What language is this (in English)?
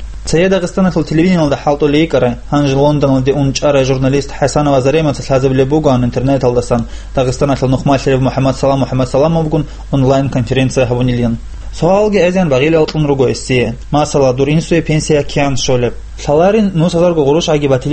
Avaric